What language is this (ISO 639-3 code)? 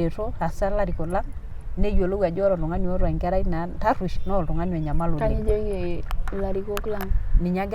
mas